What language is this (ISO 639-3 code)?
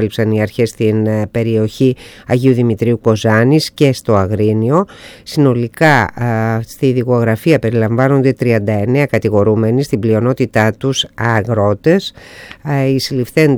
ell